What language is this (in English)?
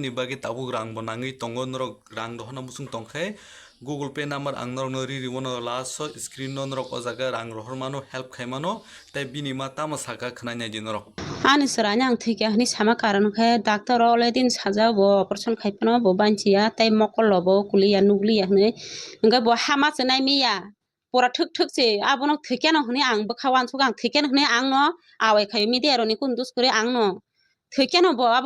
Kok Borok